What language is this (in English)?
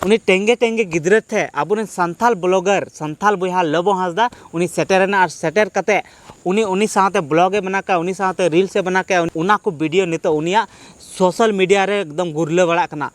Santali